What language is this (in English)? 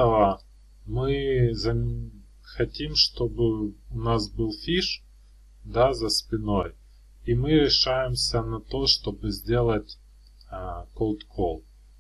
Russian